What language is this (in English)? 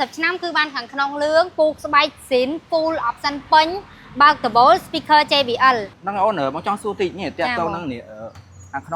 Khmer